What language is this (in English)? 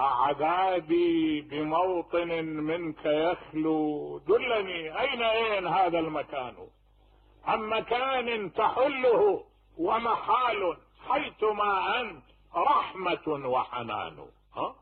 Mesopotamian Arabic